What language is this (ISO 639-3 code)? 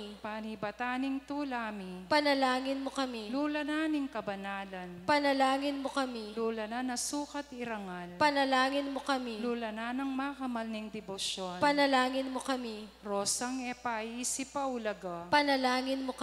pam